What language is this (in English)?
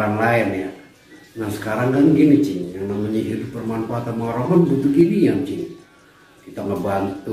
Betawi